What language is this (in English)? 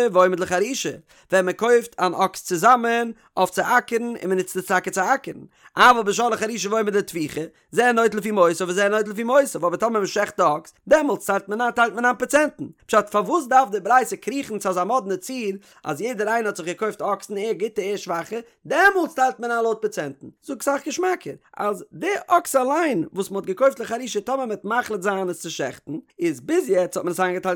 Yiddish